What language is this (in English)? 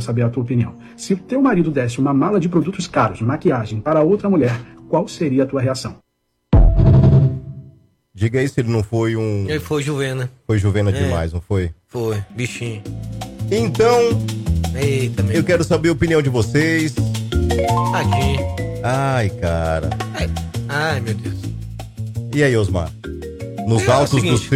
Portuguese